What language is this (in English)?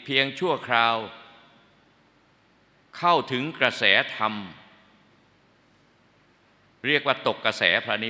Thai